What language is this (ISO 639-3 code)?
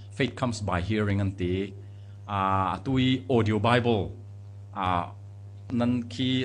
cfm